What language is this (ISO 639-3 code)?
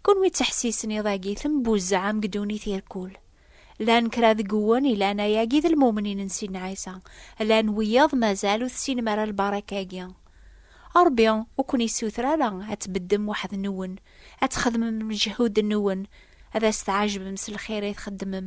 kab